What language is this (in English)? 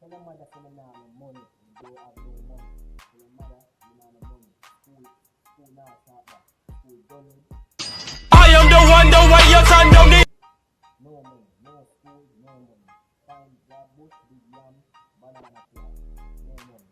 Jamaican Creole English